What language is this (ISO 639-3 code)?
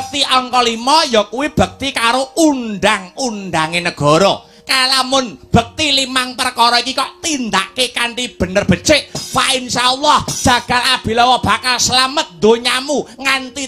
jav